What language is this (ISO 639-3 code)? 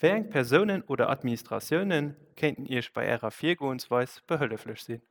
ltz